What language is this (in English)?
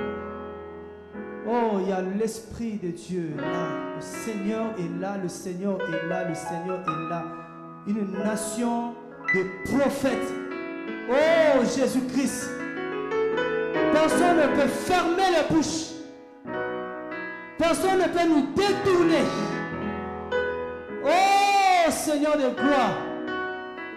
French